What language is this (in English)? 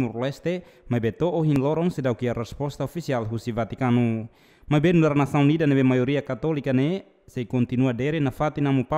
Tetum